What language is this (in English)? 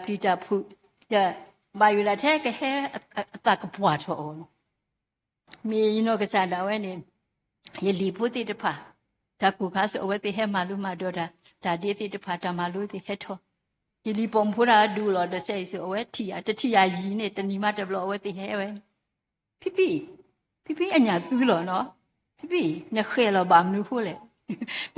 S'gaw Karen